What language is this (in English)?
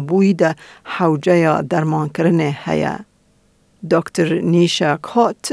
Kurdish